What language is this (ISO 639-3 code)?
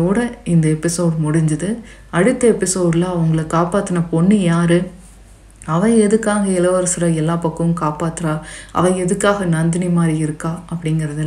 tam